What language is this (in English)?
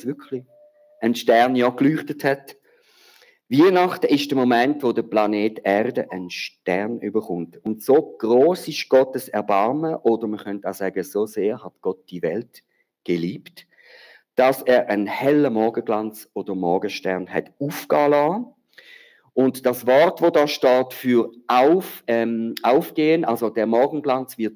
Swiss German